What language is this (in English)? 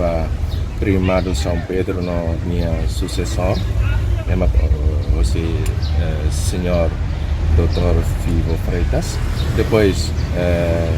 Tetum